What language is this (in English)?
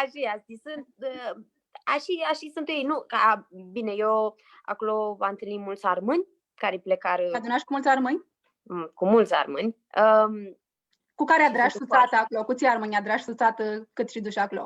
Aromanian